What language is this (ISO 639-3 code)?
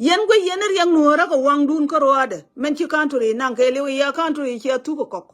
nus